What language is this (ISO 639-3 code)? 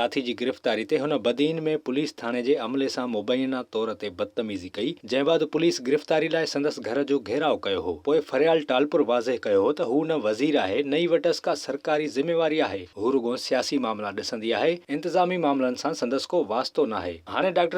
snd